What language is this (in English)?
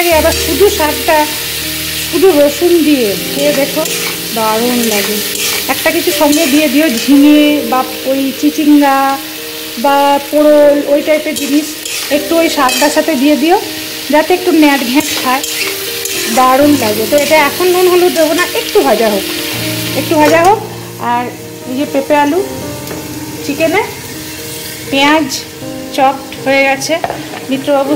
Bangla